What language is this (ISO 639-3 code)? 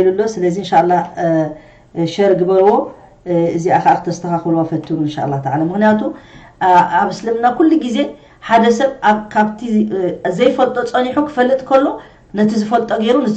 tir